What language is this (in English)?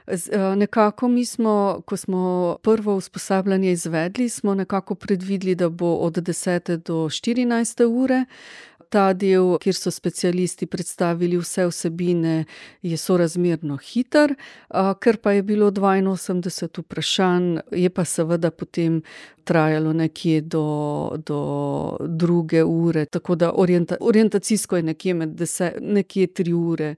Slovenian